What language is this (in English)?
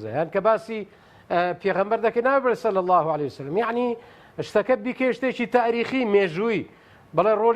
Central Kurdish